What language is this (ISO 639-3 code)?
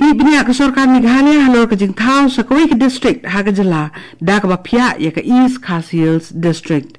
kha